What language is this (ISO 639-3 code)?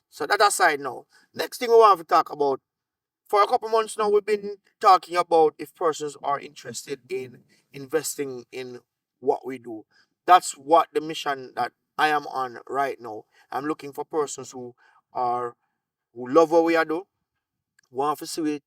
jam